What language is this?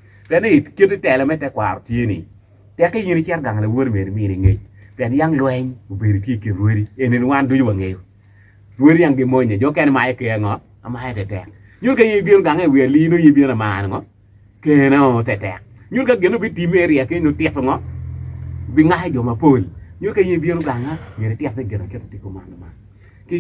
Acoli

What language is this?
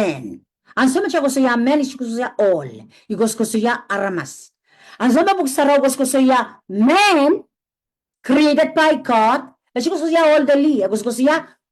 Pohnpeian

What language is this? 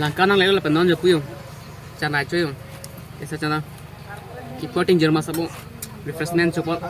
Karbi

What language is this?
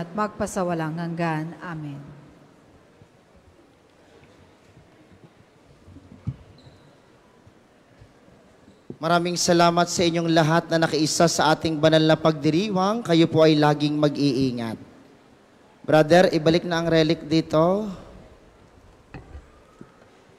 Filipino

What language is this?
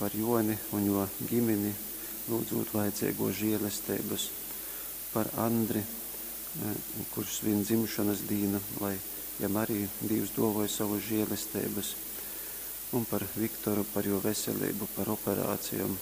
Latgalian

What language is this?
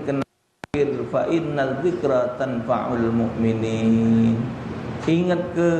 Musi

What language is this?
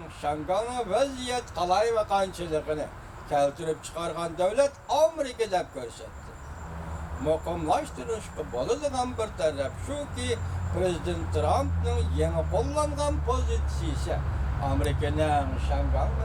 Uyghur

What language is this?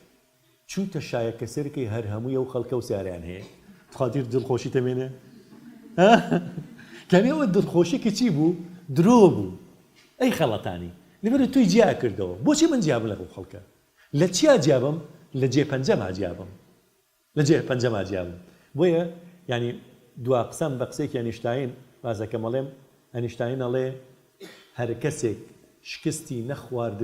Central Kurdish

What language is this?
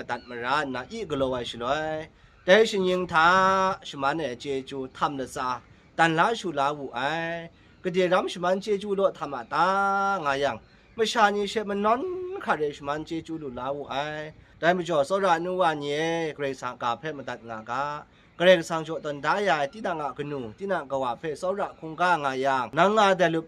Kachin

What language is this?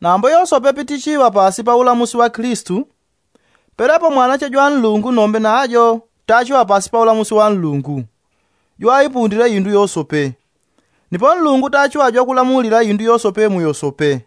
Yao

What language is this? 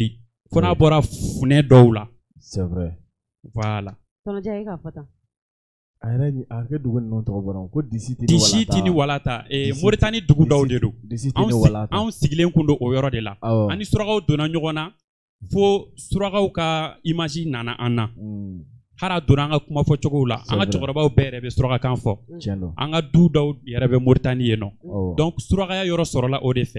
Bambara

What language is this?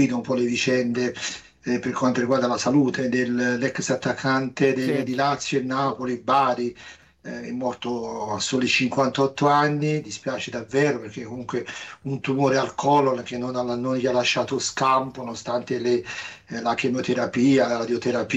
Italian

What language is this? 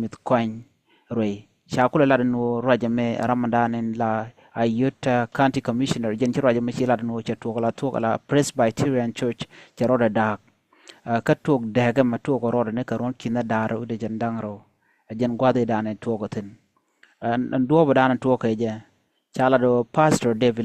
Nuer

